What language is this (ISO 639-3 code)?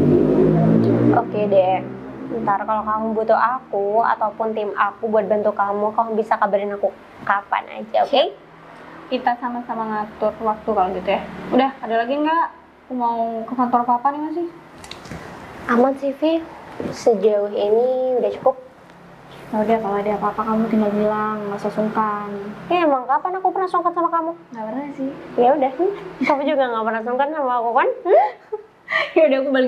ind